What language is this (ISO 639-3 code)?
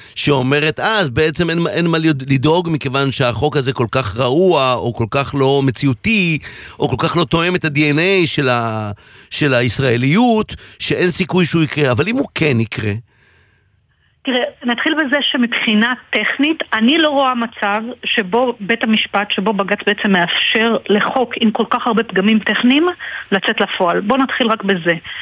heb